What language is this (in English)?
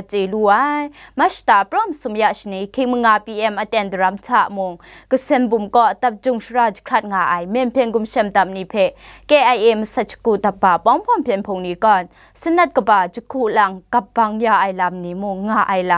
Kachin